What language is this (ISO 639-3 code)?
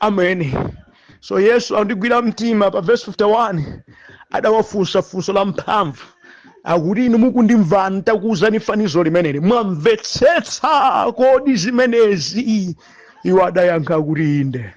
nya